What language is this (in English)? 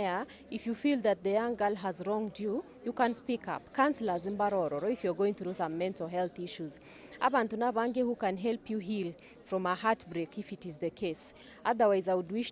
Gusii